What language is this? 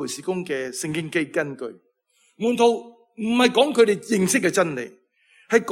Cantonese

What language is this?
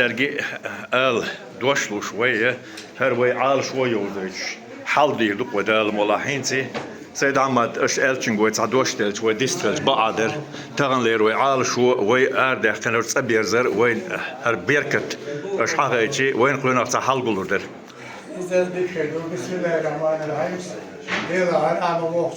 Chechen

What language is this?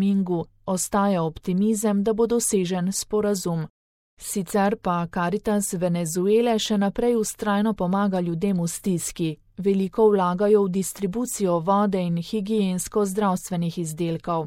Slovenian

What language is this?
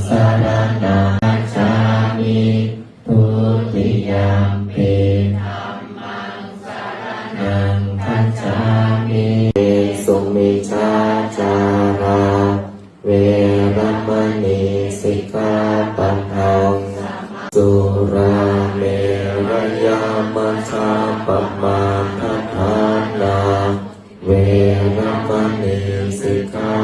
Pali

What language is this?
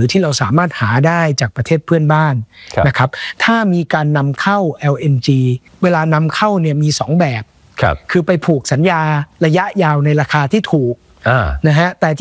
Thai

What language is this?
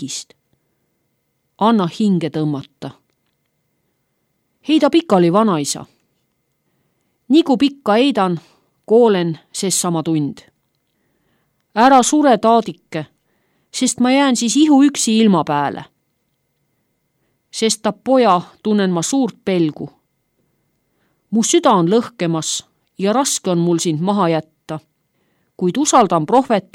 Estonian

